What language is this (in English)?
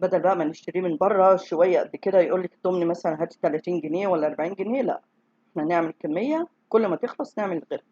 Egyptian Arabic